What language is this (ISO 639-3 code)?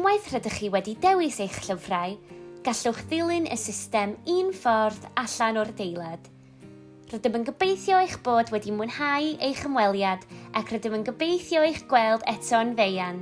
cym